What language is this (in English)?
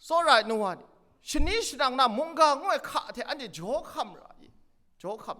Kachin